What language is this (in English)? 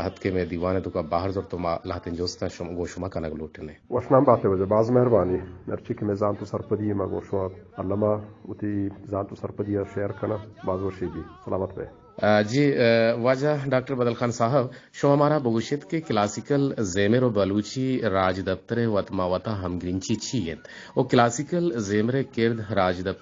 Eastern Balochi